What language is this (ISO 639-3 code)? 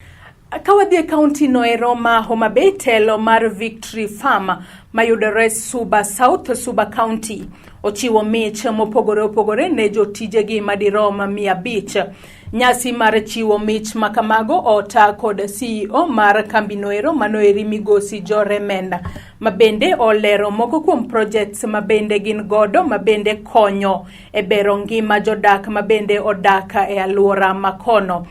luo